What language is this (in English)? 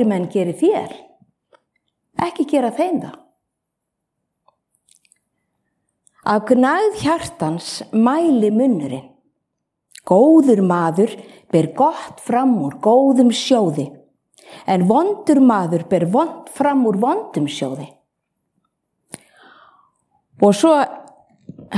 Icelandic